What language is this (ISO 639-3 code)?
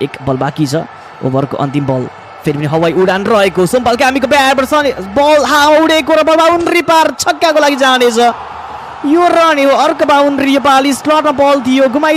nep